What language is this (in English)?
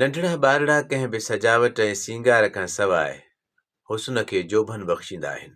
Sindhi